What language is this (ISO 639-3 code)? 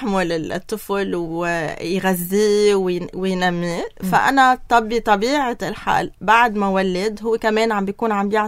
apc